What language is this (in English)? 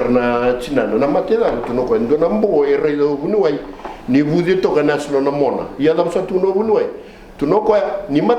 Fijian